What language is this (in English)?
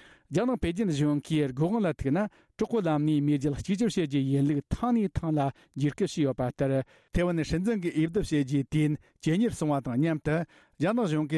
Tibetan